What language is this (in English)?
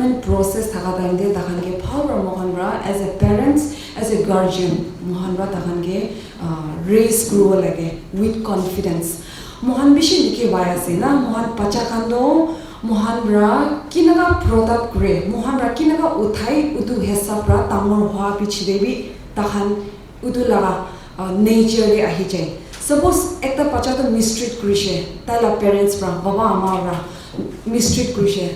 Naga Pidgin